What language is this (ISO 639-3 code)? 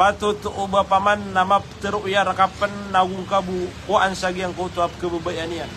mrw